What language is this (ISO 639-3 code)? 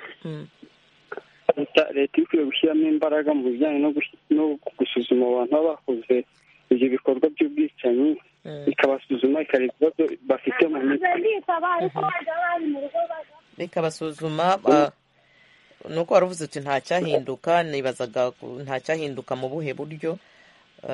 kin